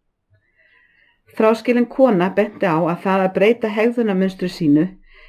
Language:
Icelandic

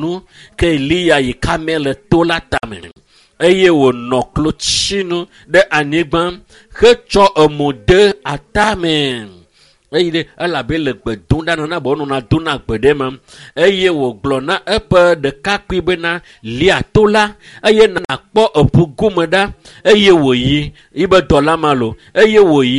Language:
Ewe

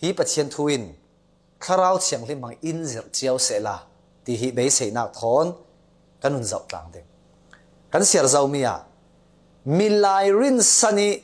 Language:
Falam Chin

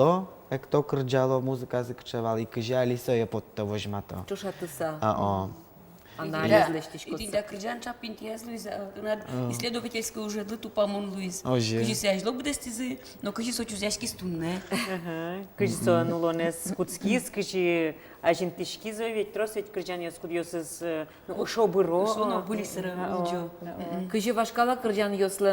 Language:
Udmurt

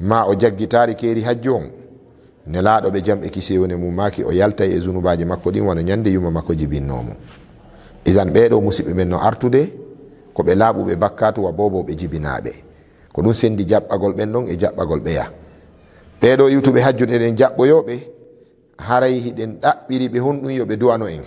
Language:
Fula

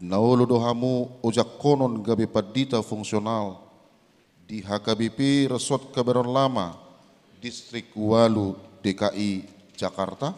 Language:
Batak Toba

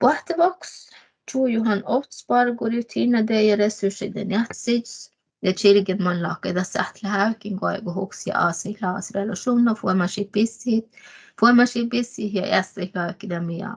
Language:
Northern Sami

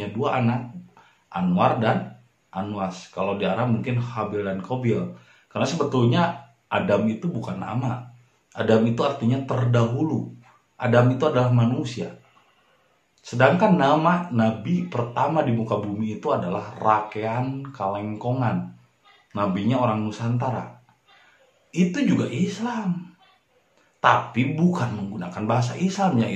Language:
Indonesian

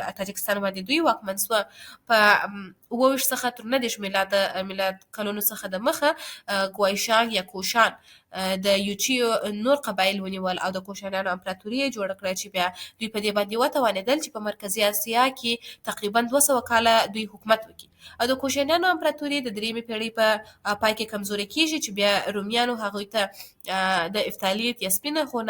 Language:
Pashto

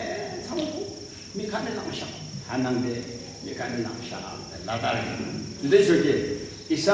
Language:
Yimchungru Naga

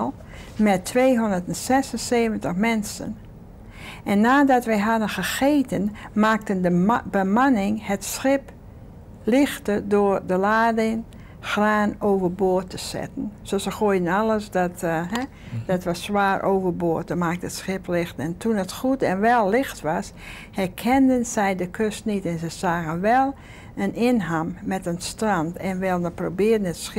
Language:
Dutch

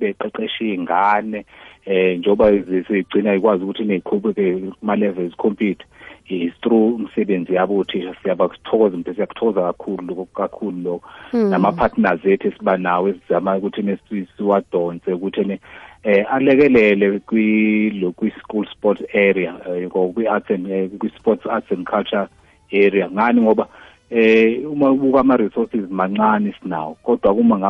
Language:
South Ndebele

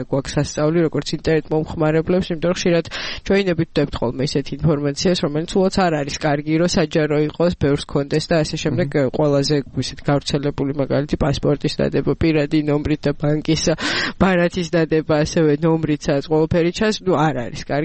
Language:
Georgian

